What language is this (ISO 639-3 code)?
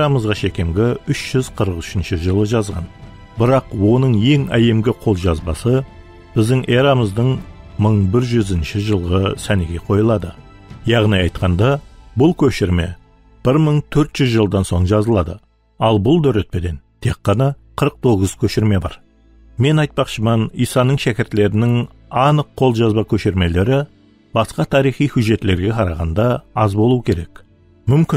kaa